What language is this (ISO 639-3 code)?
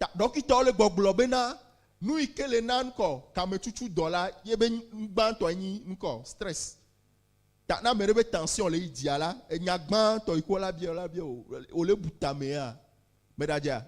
ewe